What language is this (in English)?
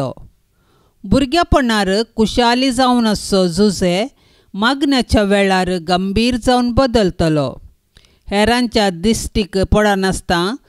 Konkani